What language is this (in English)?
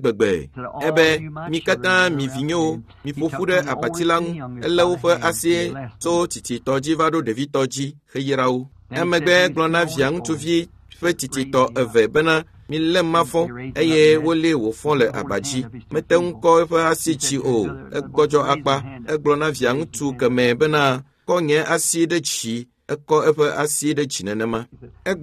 Ewe